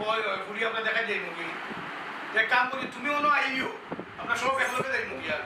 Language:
Sylheti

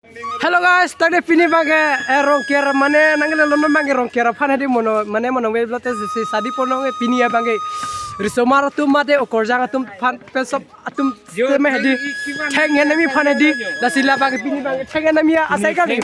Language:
Karbi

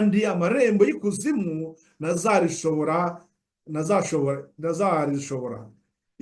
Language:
Kinyarwanda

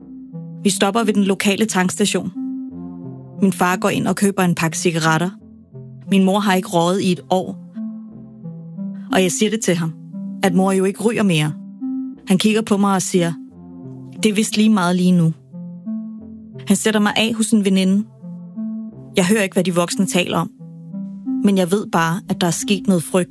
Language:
Danish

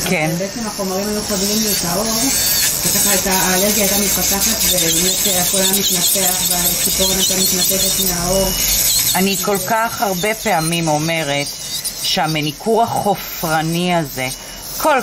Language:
Hebrew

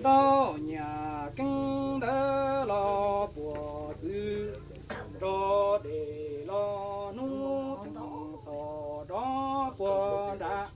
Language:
Hmong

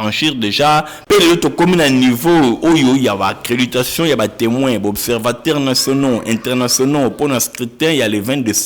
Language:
Lingala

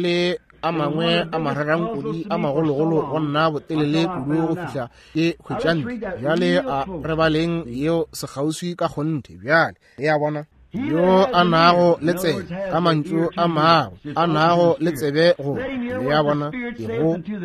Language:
Northern Sotho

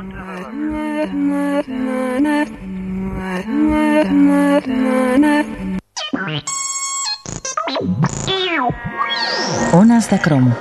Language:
Catalan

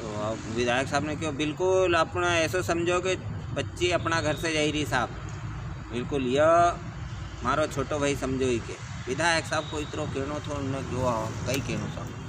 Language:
Rajasthani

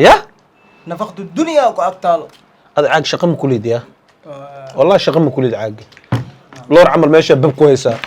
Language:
Somali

